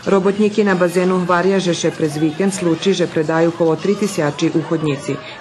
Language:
Rusyn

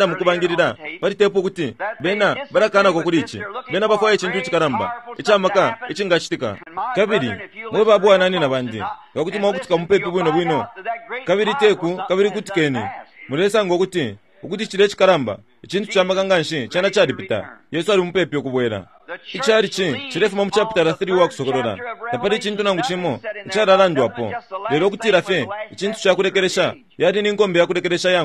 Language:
Bemba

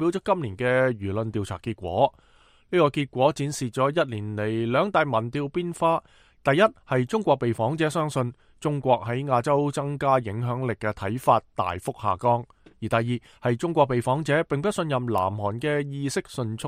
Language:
Cantonese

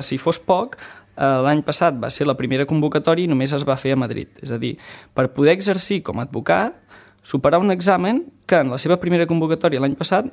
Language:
Catalan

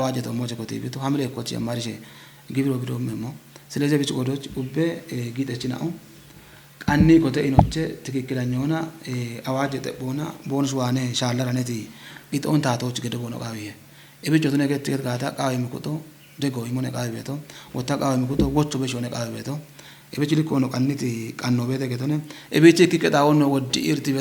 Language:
Kafa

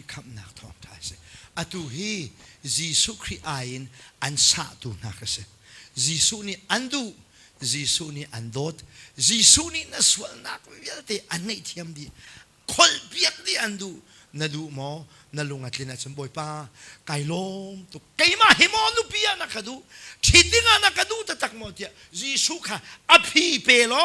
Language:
Hakha Chin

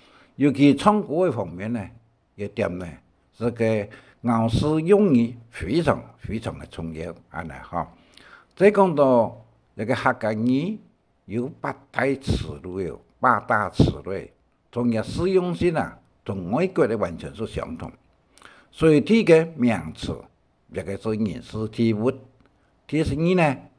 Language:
Hakka Chinese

